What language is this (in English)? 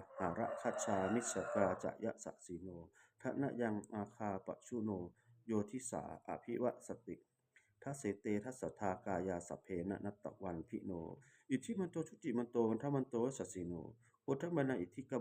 Pali